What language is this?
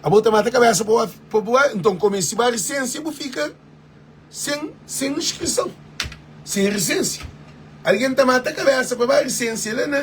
Kabuverdianu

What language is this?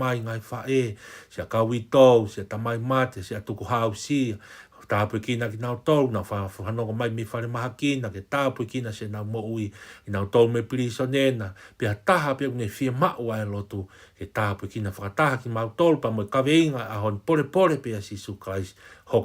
Tongan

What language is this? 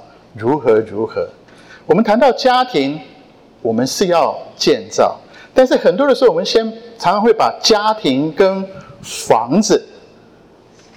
Chinese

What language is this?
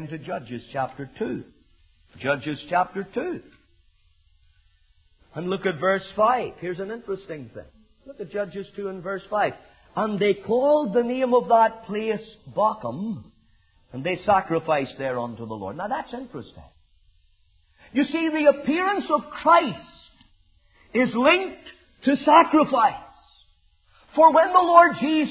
English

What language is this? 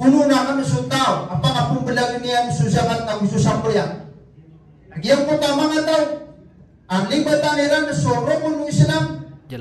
Maranao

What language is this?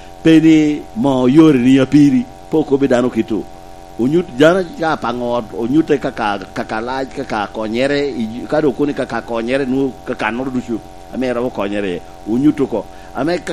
Lango (Uganda)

